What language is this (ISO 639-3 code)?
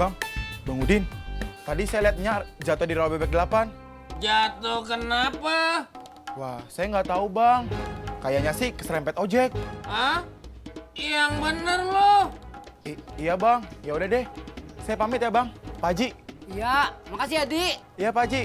bew